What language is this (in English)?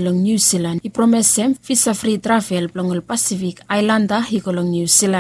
Bislama